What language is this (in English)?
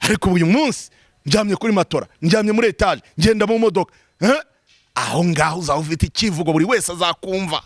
Kinyarwanda